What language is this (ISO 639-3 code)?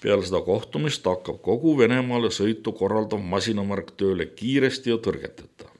est